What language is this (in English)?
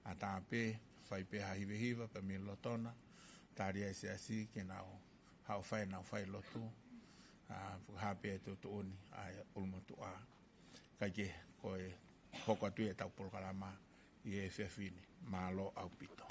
Tongan